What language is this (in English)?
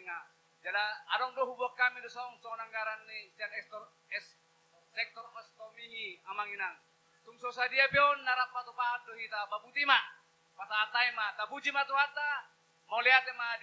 Batak Toba